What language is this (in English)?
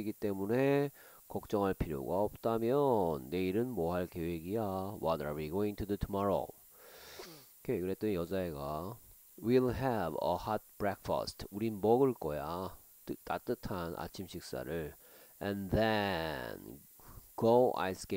Korean